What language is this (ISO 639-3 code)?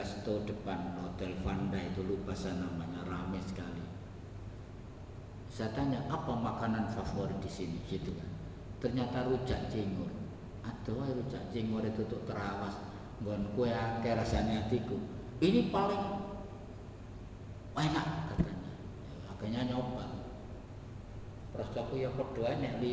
ind